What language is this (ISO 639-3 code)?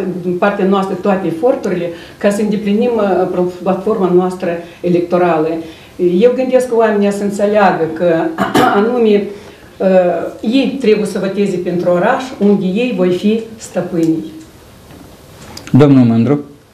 ron